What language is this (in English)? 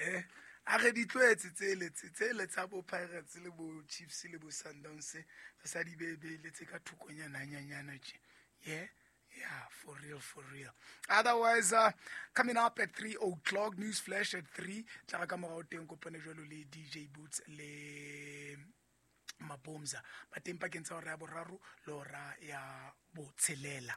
Southern Sotho